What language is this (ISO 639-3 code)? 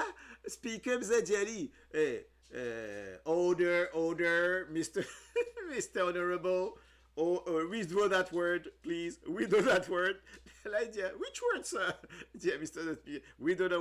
mfe